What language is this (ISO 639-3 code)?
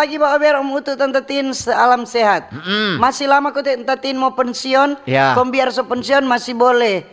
xmm